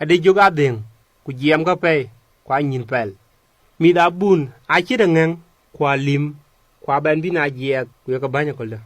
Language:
Dinka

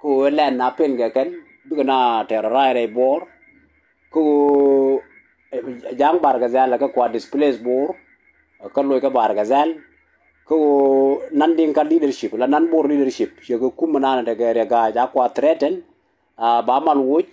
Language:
Nuer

